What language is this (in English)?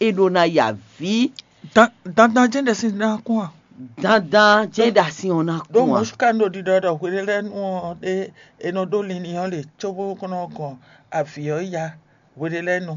Fon